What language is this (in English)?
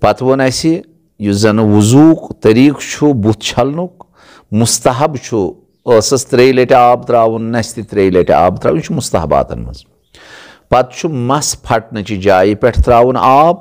Kashmiri